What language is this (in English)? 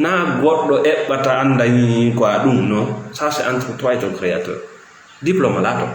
Fula